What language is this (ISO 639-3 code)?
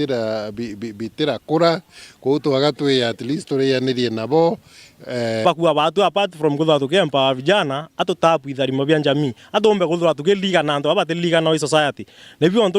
mer